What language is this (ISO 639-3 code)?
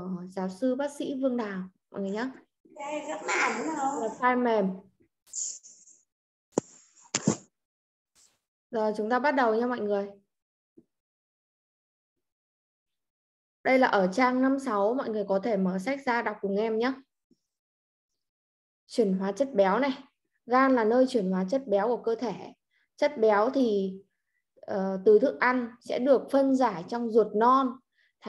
vie